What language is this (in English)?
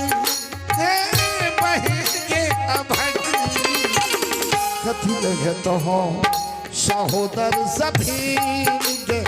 Maithili